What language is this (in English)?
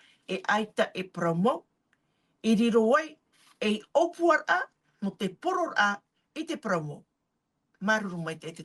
Tahitian